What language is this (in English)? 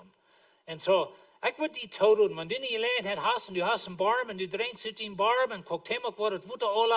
Plautdietsch